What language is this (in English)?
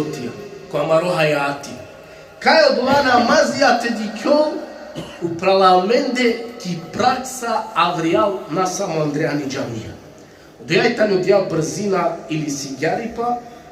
Balkan Romani